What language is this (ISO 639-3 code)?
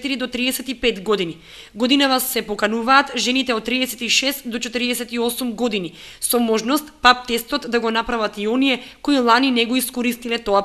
mkd